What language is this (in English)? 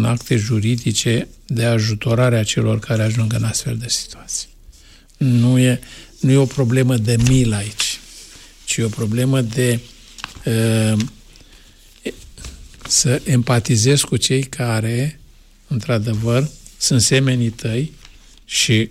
Romanian